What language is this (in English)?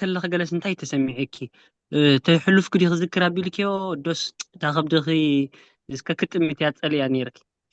Tigrinya